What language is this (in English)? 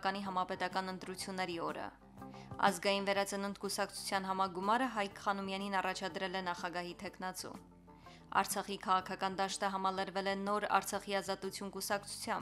Armenian